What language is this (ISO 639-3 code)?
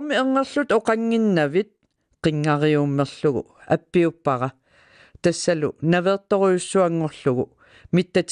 kal